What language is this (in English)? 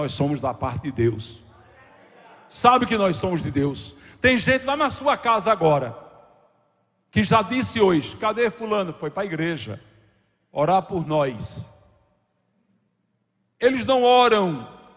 Portuguese